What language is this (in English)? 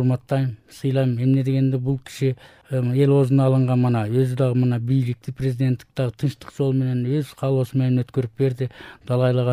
Kyrgyz